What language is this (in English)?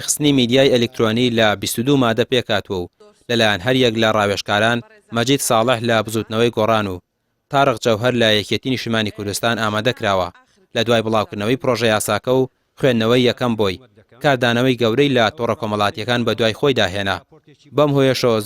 Central Kurdish